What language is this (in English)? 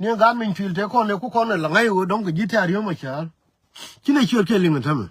Nuer